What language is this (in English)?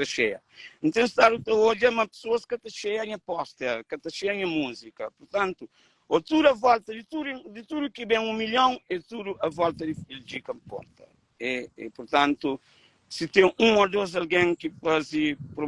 Kabuverdianu